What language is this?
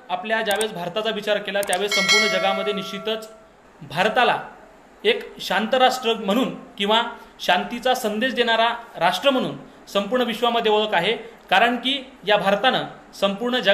Marathi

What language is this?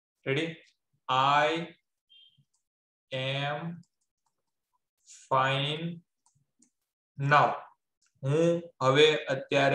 Gujarati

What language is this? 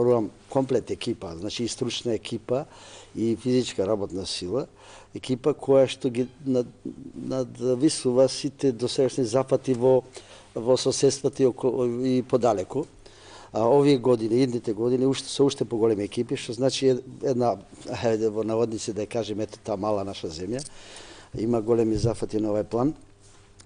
Macedonian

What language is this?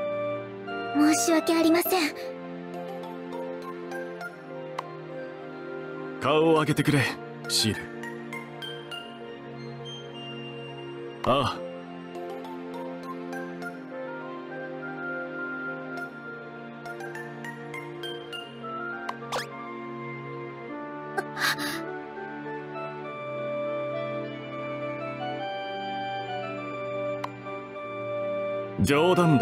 Japanese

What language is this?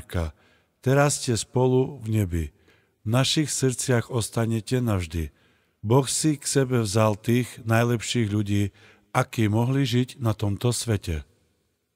Slovak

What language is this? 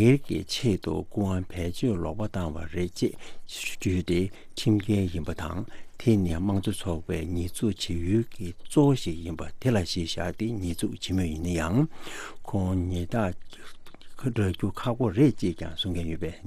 Tibetan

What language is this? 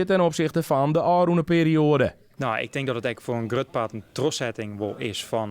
Western Frisian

